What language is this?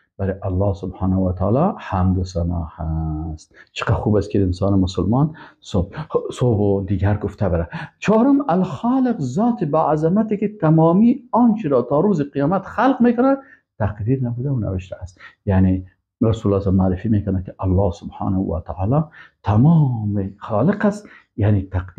Persian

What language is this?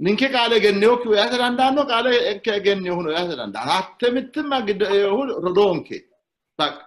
Sidamo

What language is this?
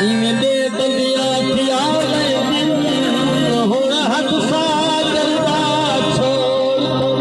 Saraiki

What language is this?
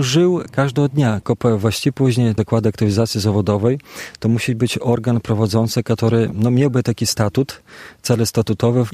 Belarusian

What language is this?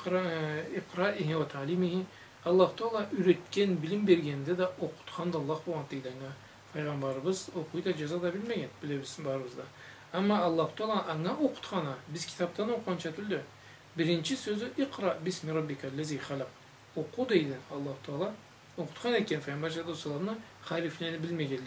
Karachay-Balkar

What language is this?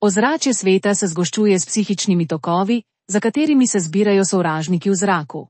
Slovenian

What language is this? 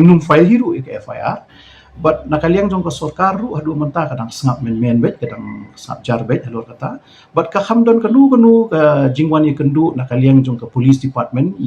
Khasi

